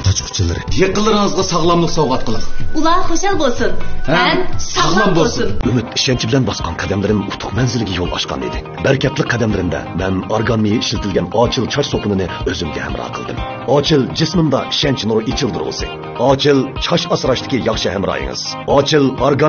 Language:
Uyghur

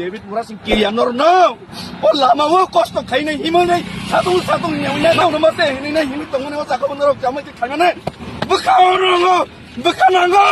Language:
Kok Borok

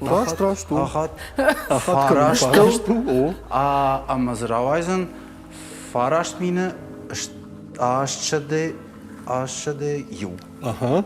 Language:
Ossetic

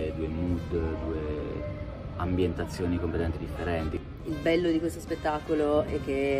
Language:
Italian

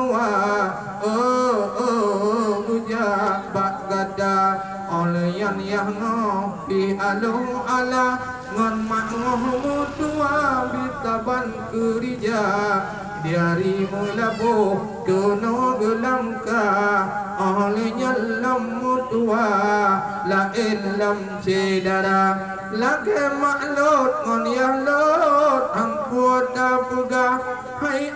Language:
Achinese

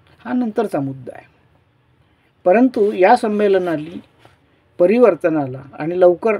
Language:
Marathi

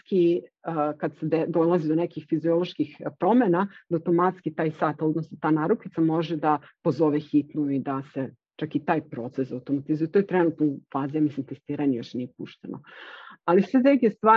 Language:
Serbian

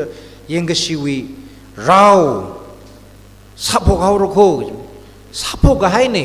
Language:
Tangkhul Naga (India)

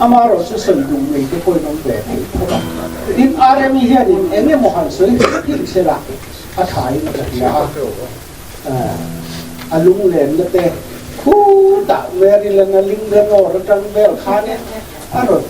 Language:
Mizo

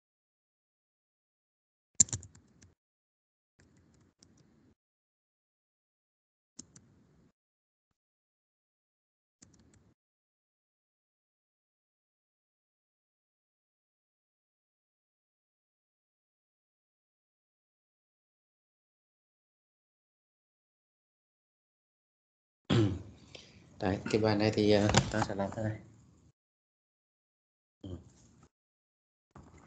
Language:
Vietnamese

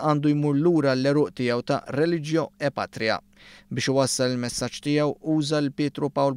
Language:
Maltese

